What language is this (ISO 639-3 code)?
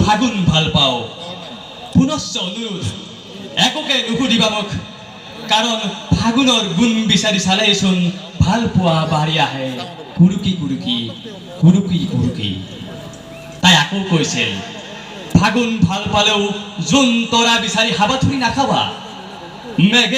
asm